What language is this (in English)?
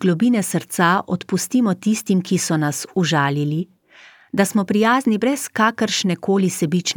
Slovenian